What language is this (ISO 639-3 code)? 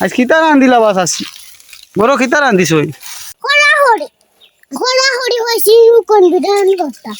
syl